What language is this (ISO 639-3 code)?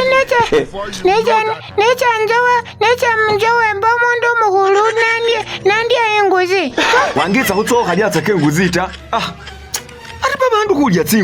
myx